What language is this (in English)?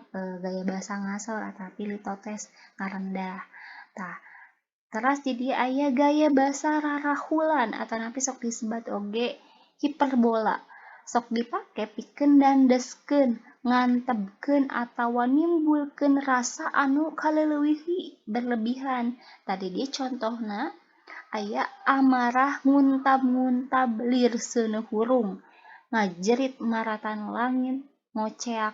Sundanese